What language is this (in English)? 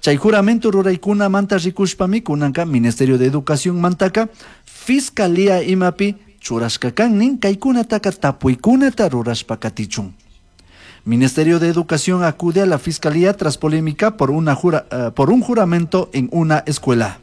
Chimborazo Highland Quichua